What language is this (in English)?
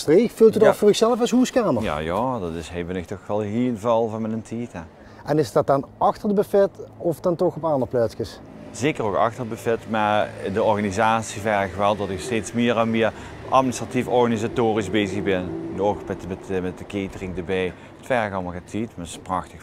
Limburgish